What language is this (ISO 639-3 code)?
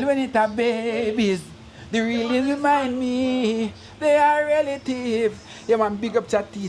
jam